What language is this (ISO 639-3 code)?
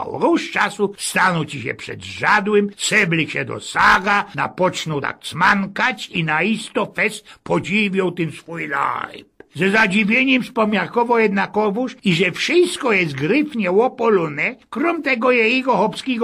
szl